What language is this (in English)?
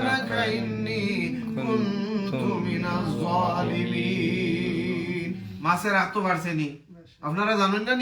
Sylheti